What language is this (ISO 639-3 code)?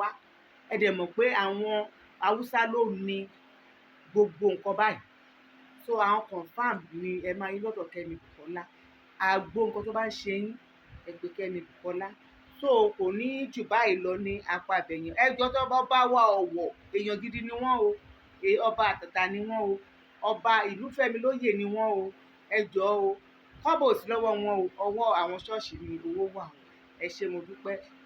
yor